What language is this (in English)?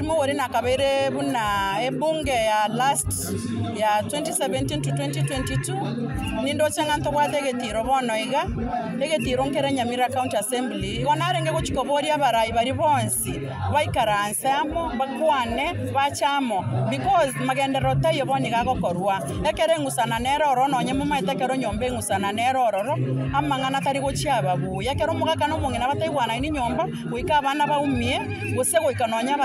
Gusii